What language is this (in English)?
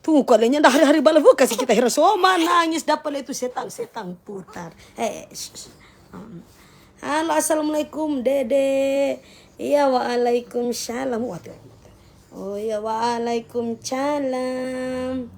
Manado Malay